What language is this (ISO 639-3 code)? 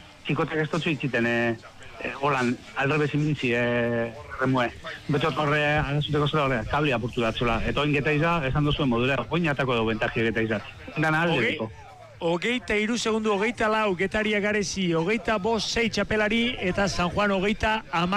eus